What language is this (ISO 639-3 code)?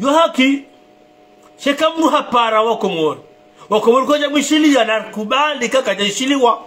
zdj